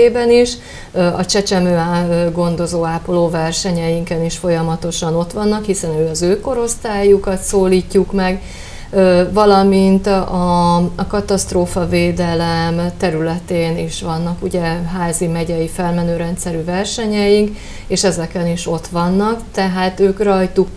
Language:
Hungarian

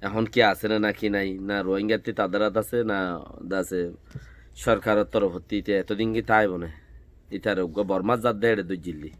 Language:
Rohingya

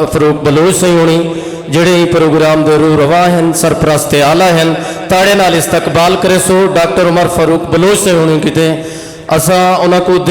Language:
Saraiki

